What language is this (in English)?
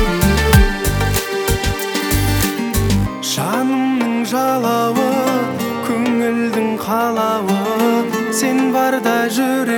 Kazakh